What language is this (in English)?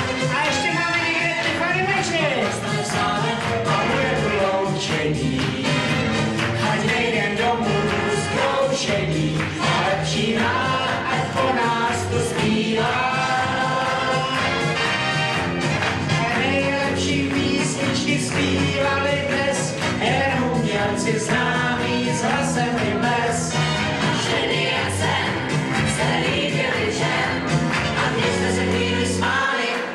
Czech